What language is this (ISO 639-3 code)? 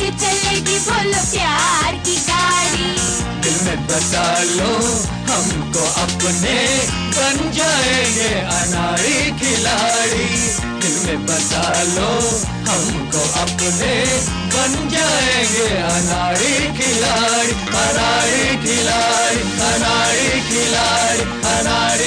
hin